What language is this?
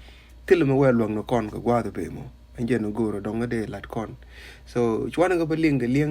Nuer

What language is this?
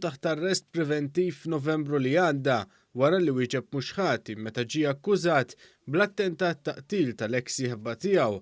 Maltese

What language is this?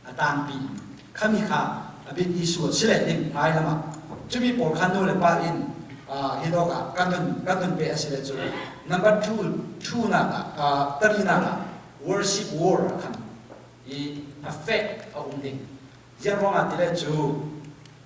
Falam Chin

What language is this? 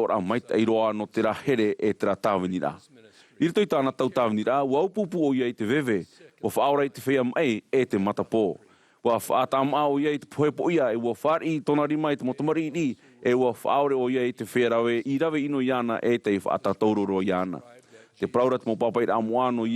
Tahitian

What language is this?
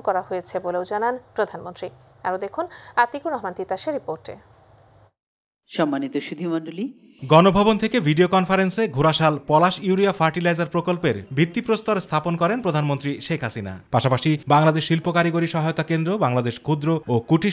Bangla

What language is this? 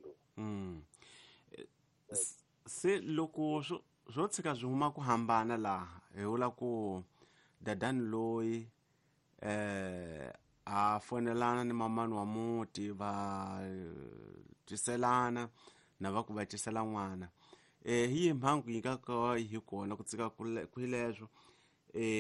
Tsonga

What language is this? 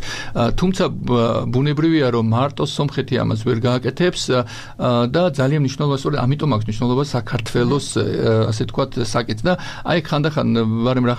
Georgian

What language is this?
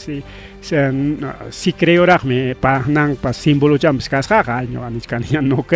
Ayacucho Quechua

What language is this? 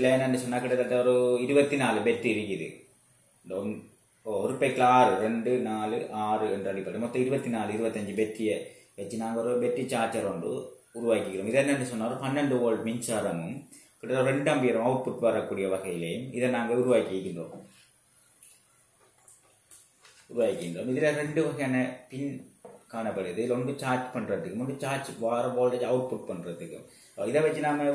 Tamil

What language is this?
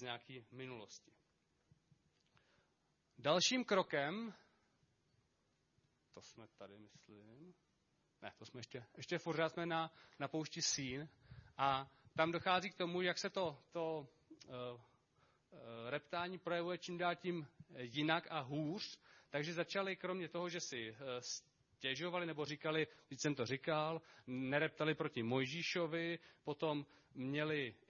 Czech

